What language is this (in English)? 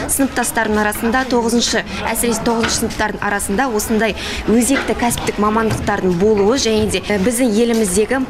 Kazakh